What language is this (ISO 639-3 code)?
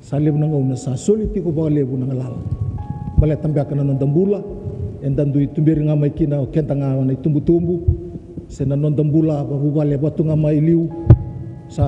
fij